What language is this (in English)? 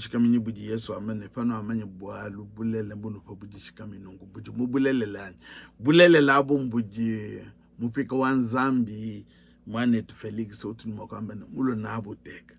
Luba-Lulua